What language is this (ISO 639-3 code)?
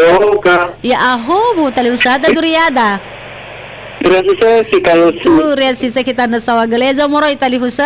nia